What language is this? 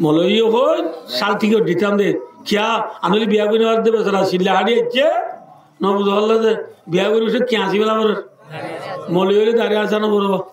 Rohingya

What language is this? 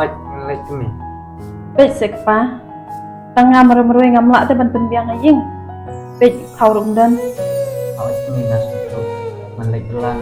Khasi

